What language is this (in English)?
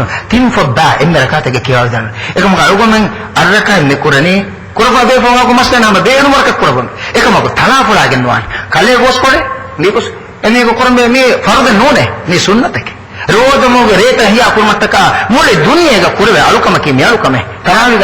Divehi